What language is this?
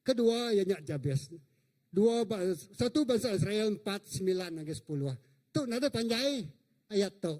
Iban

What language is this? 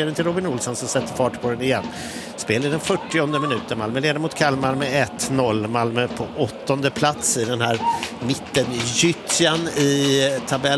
Swedish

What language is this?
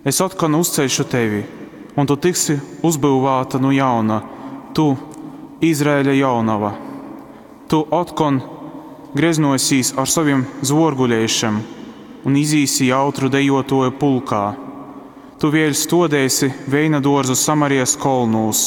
Latgalian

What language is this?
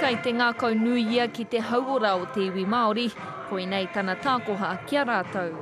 Māori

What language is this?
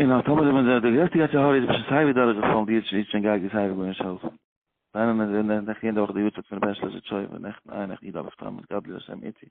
Yiddish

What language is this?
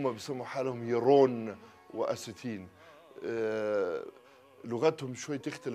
North Levantine Arabic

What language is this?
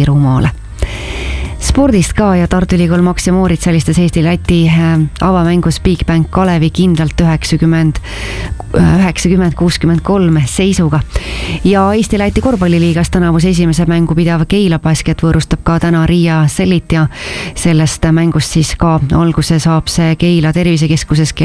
Estonian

